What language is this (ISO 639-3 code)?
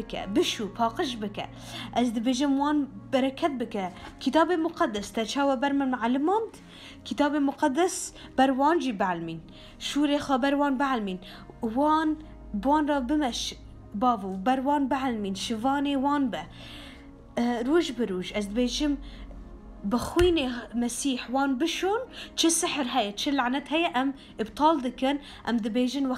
kur